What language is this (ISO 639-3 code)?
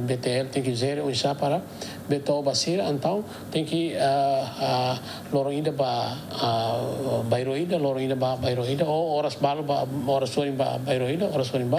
tet